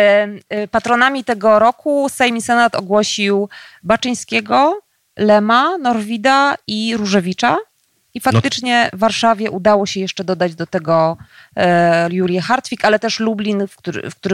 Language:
Polish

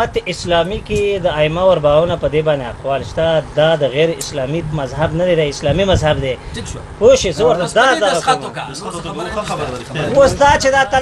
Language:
Pashto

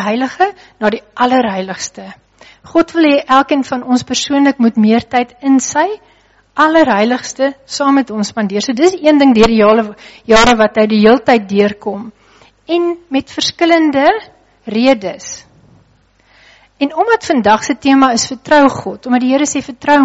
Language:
Afrikaans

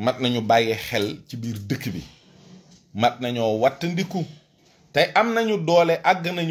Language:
Wolof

